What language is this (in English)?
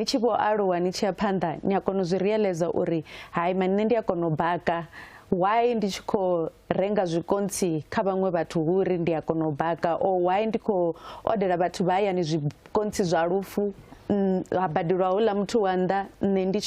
Venda